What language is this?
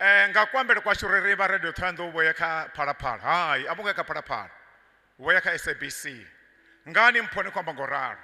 Venda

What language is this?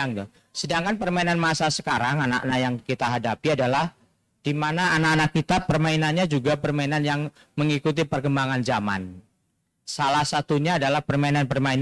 Indonesian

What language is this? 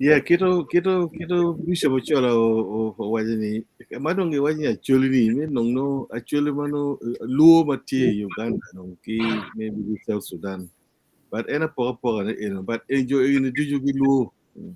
Acoli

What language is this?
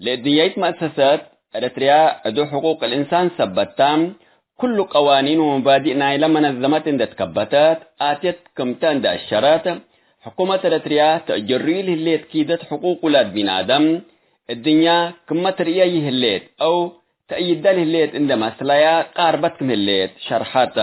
Tigre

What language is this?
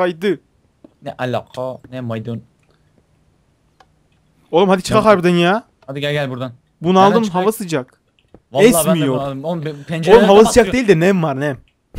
Turkish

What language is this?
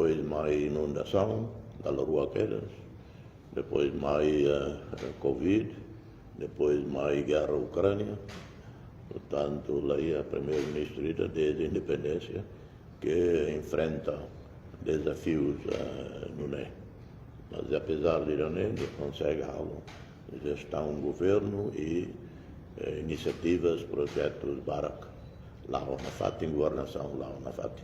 Tetum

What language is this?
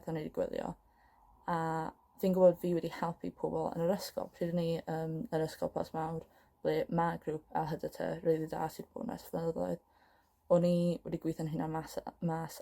Welsh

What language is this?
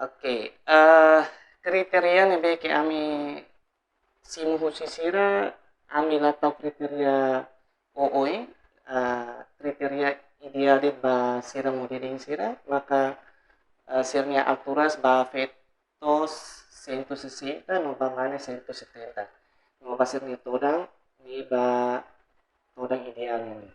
Tetum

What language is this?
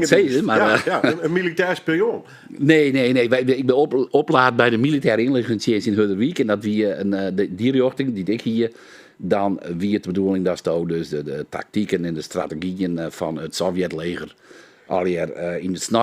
Western Frisian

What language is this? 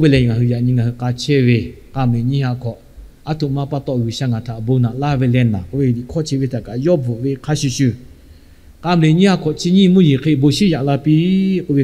Lahu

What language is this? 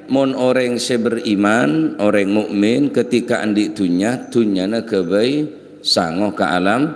Madurese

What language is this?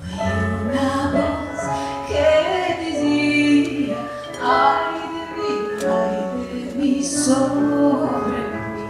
Ladino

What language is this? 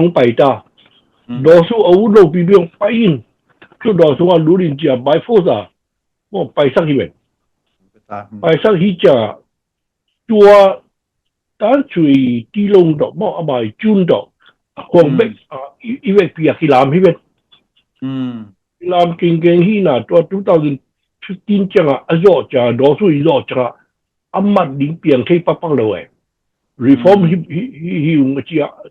Tedim Chin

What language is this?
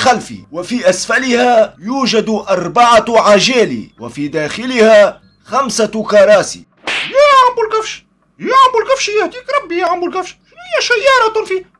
Tunisian Arabic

